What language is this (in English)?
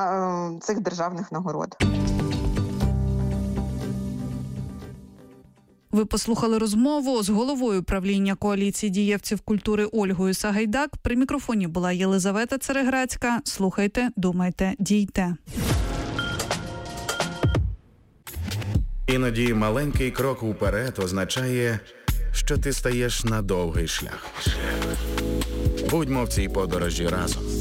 Ukrainian